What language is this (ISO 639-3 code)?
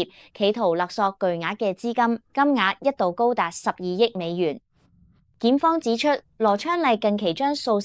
yue